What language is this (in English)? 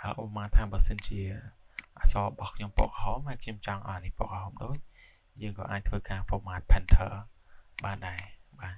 Khmer